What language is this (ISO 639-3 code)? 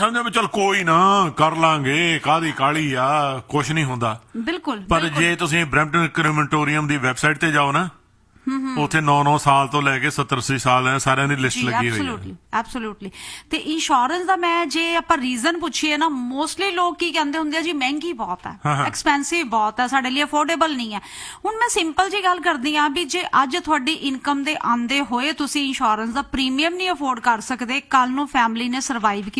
pan